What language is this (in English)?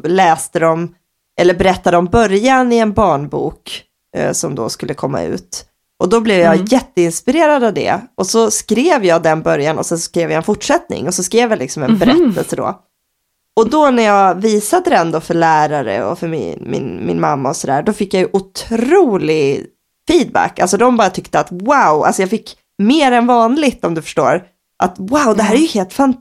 Swedish